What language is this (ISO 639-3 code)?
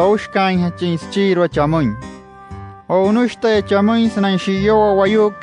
guc